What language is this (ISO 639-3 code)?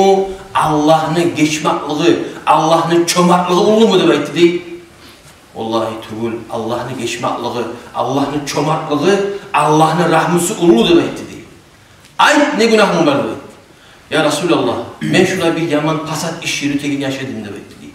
kum